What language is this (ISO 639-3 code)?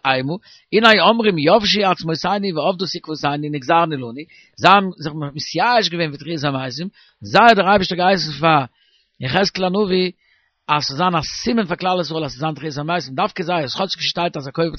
yid